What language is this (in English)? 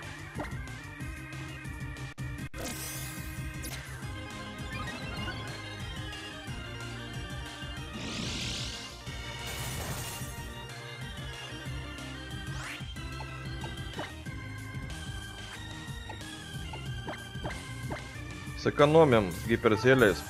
Russian